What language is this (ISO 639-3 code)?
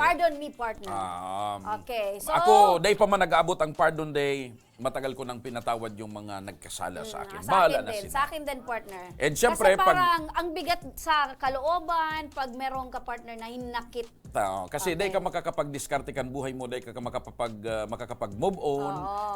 bik